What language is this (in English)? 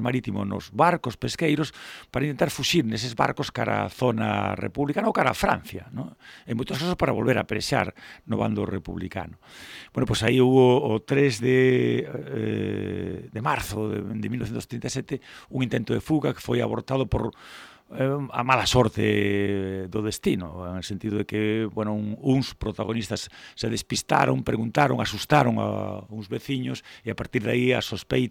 Galician